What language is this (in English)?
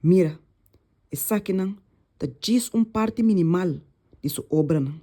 Papiamento